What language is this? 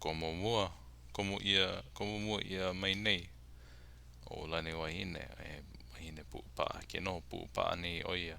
Hawaiian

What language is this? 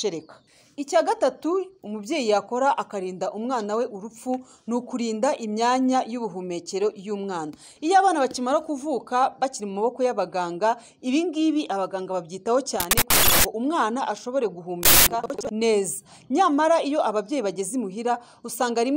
Kinyarwanda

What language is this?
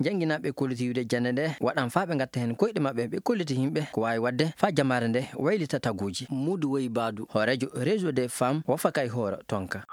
Fula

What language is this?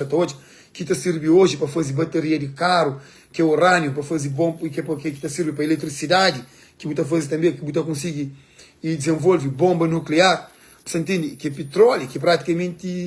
Kabuverdianu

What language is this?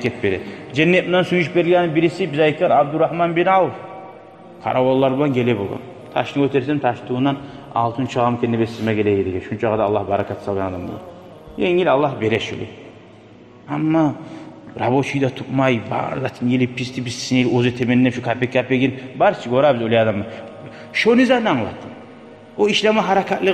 Kumyk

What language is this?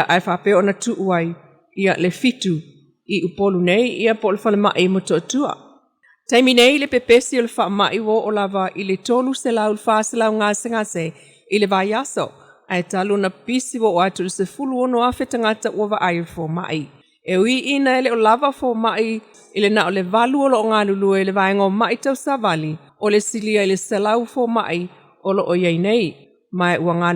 Samoan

